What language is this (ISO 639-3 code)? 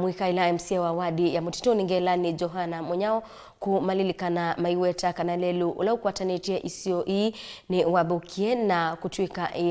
kam